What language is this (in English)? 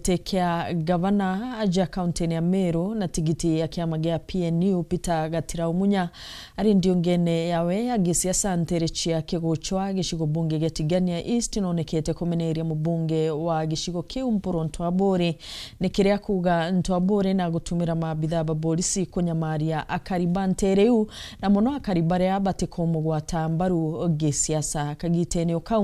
Meru